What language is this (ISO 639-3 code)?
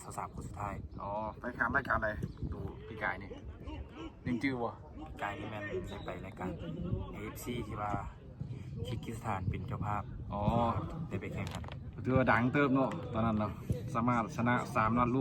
lao